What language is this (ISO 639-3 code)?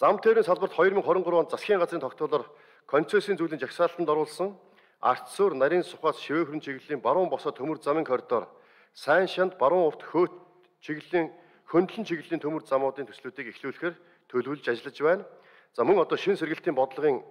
mon